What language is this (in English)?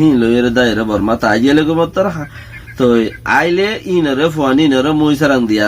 Rohingya